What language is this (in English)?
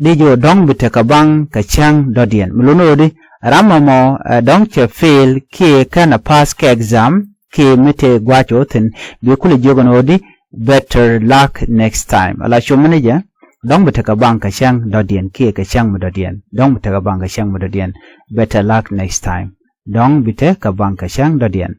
Nuer